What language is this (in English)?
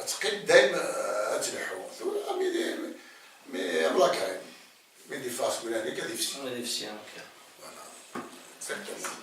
Kabyle